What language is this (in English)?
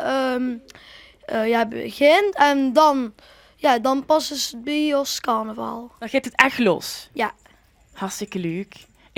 Limburgish